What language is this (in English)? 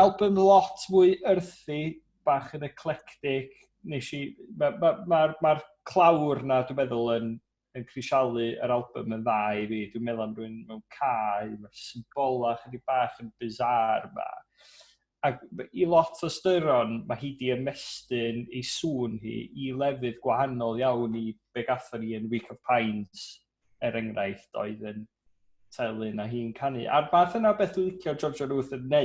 Welsh